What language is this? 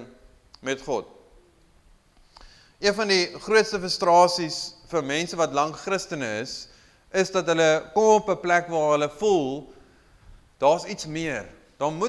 Afrikaans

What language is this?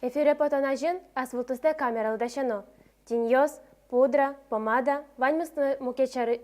Udmurt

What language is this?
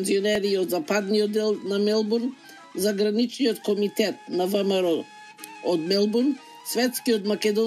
Macedonian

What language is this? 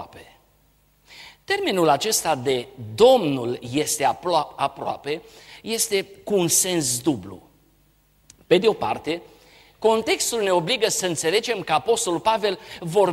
Romanian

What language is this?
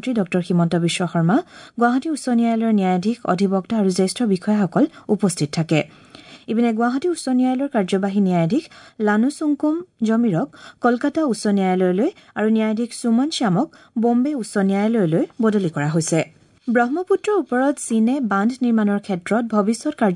Assamese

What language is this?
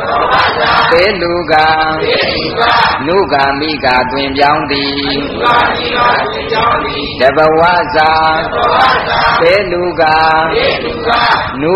Burmese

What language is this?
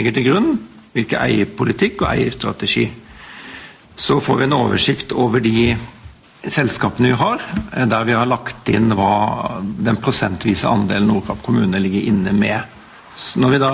Norwegian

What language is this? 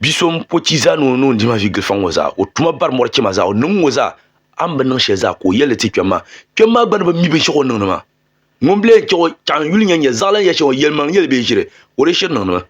Dagbani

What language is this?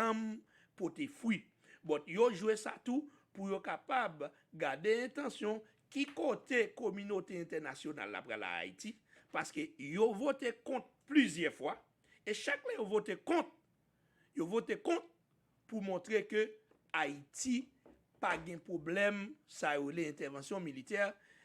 Haitian Creole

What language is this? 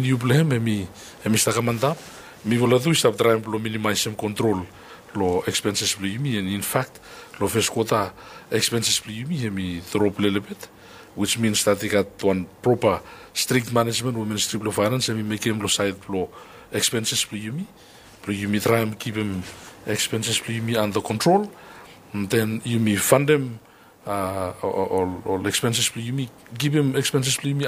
Bislama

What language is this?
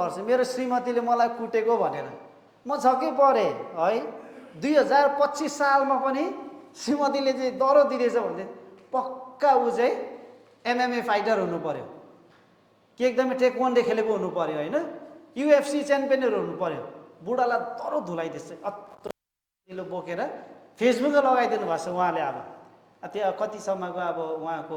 Nepali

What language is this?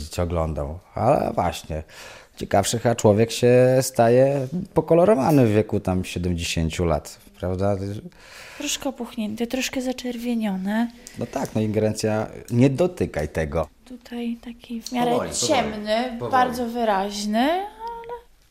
Polish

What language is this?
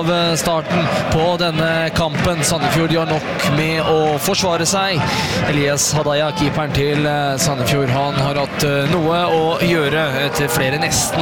Norwegian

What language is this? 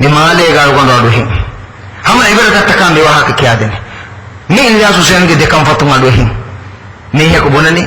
Divehi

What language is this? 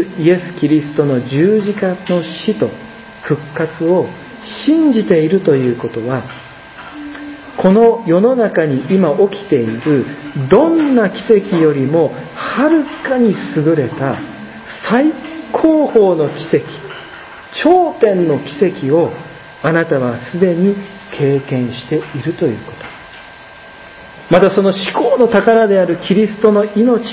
Japanese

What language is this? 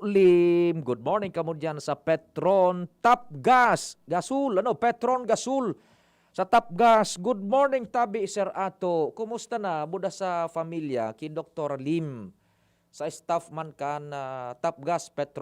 Bikol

